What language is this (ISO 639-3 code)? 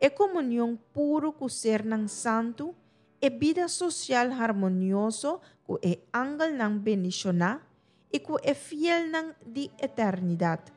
pap